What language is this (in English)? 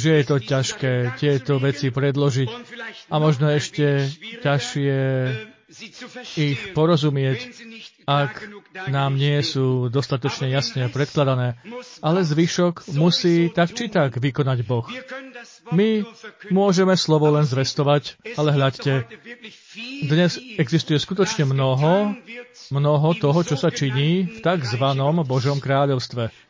Slovak